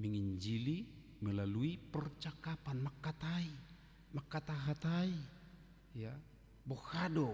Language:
Batak Toba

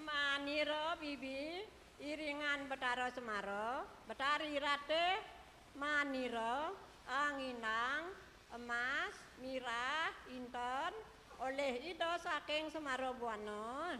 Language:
Balinese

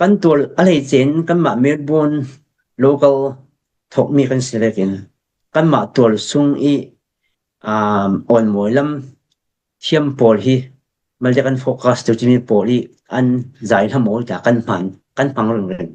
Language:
Falam Chin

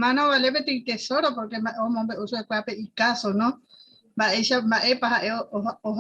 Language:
Guarani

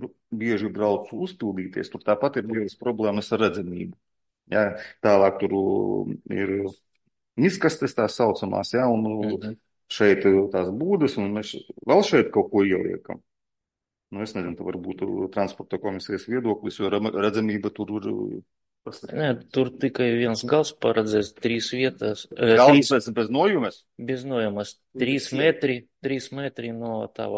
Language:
Latvian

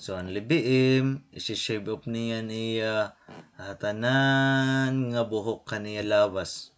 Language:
Waray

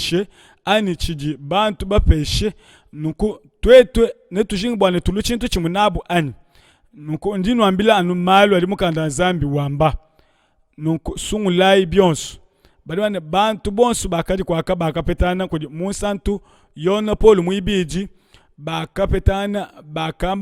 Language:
Luba-Lulua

